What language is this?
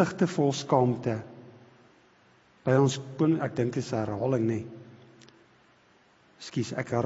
Afrikaans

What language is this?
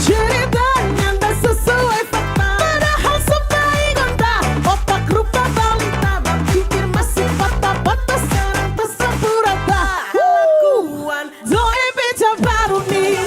Manado Malay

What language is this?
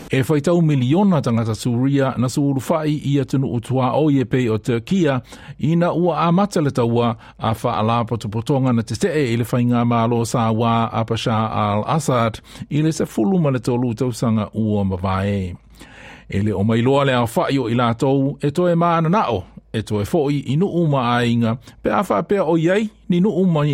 Samoan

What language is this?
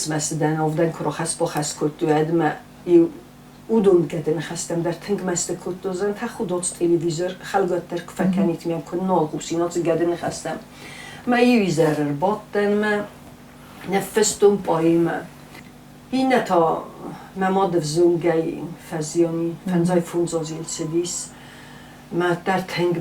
Ossetic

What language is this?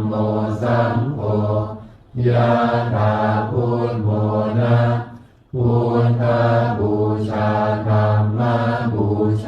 Pali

